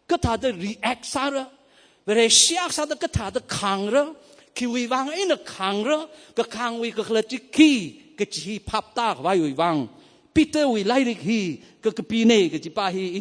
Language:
Tangkhul Naga (India)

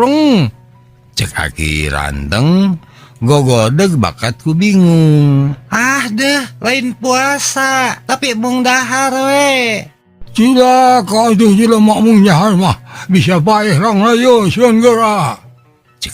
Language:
Sundanese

